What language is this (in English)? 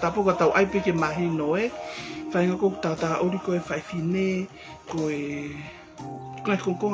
Tongan